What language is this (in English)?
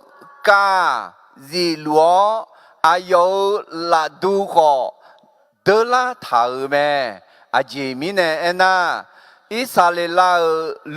Akha